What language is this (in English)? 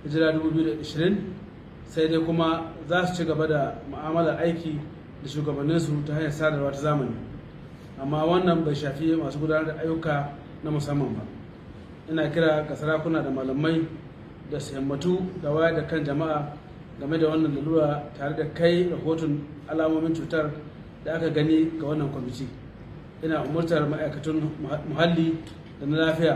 Hausa